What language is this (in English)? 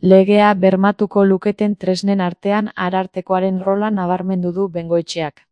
Basque